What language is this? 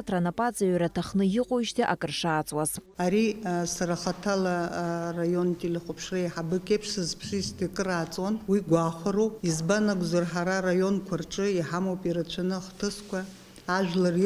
Abkhazian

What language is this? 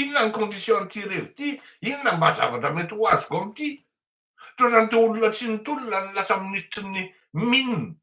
Malagasy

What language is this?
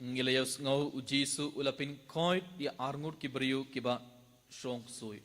Khasi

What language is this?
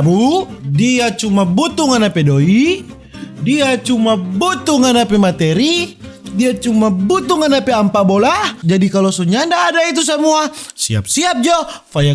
Manado Malay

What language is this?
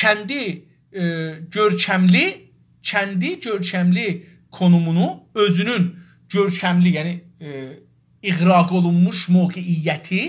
South Azerbaijani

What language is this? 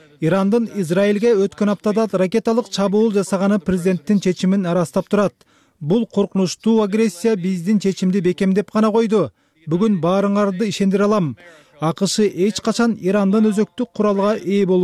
Kyrgyz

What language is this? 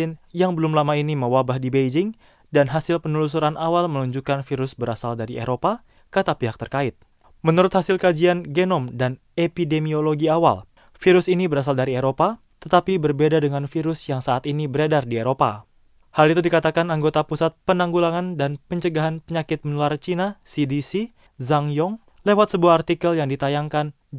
Indonesian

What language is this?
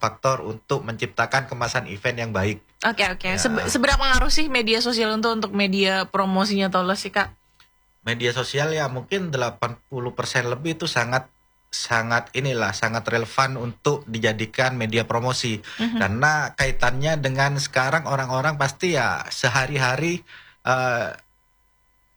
Indonesian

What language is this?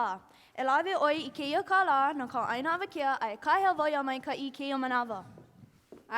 Hawaiian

